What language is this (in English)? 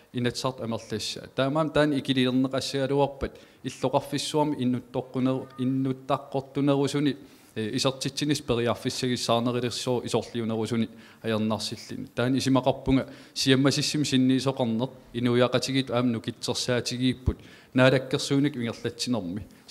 Kalaallisut